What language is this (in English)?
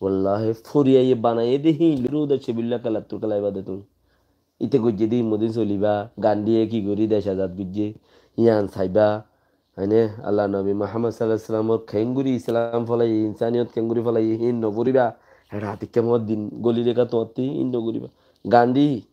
Rohingya